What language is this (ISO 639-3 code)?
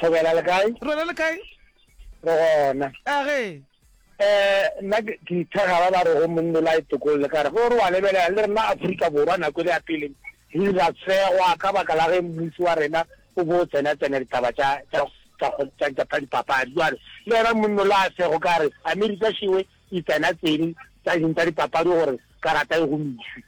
nso